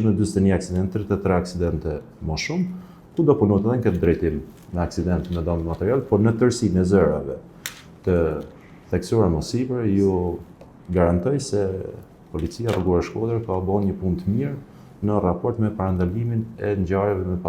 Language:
Albanian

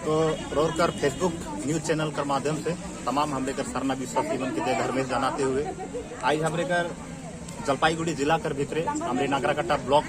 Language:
Sadri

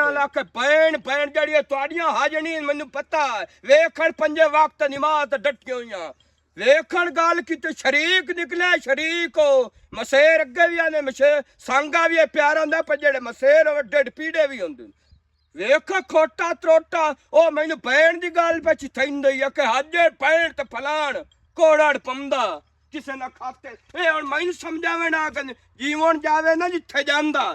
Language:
Western Panjabi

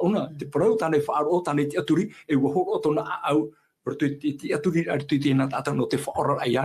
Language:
Tahitian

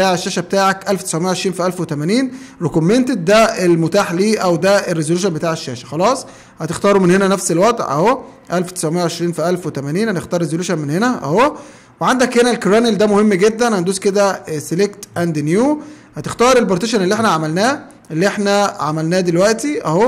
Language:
Egyptian Arabic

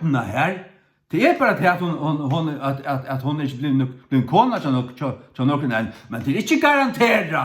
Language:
Faroese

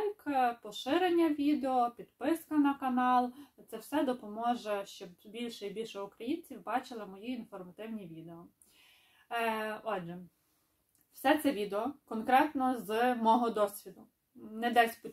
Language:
Ukrainian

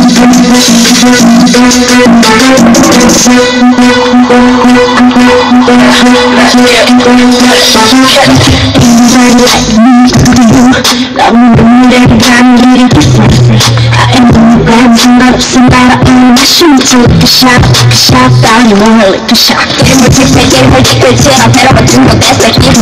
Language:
Korean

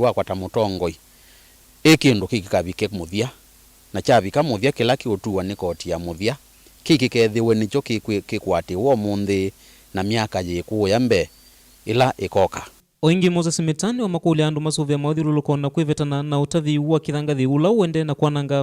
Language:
Kamba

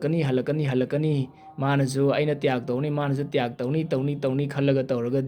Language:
Manipuri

